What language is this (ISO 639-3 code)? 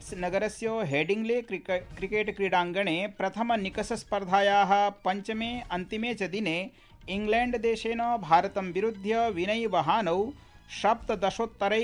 san